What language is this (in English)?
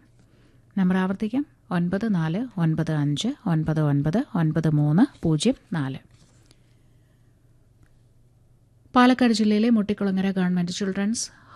Malayalam